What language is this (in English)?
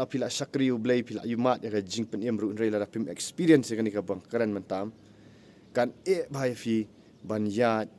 Khasi